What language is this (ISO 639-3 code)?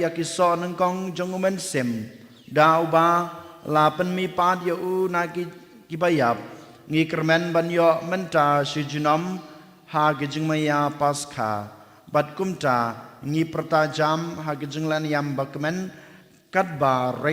kha